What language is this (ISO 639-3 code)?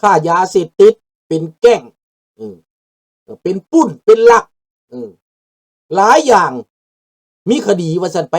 lao